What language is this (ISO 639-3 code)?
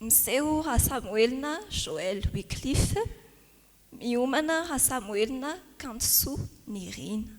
mlg